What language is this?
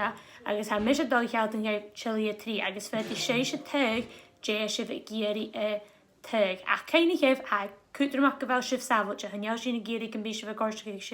Scottish Gaelic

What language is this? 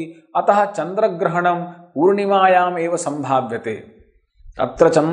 Sanskrit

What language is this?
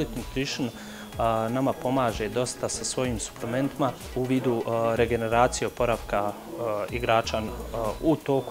Bosnian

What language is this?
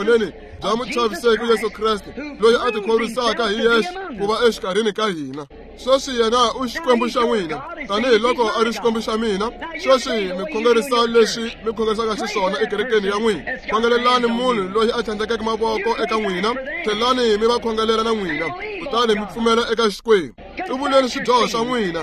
Tsonga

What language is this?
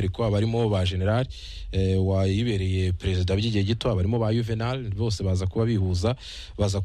Kinyarwanda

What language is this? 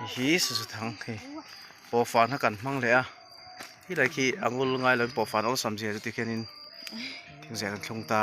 Mizo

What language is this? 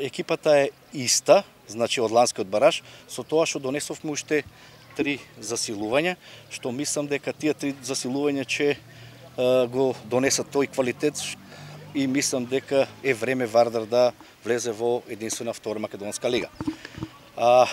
Macedonian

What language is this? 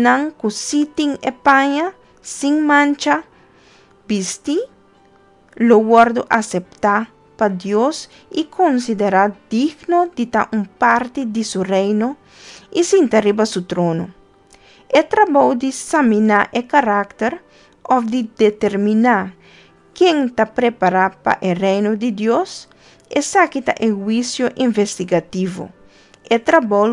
Papiamento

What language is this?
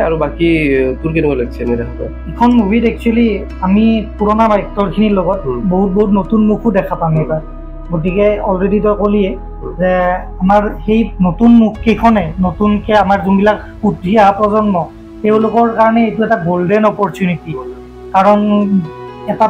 Assamese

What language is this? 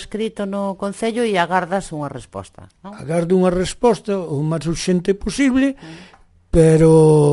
Galician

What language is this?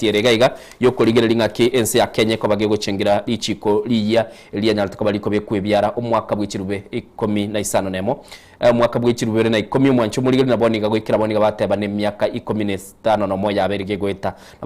Gusii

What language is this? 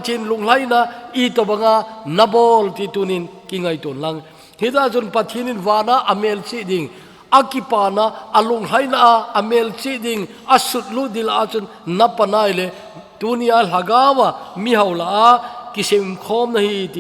Thado Chin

